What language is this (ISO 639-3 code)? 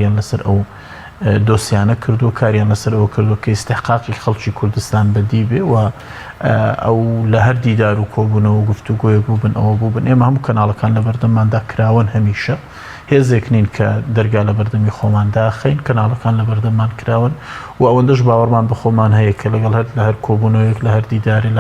ckb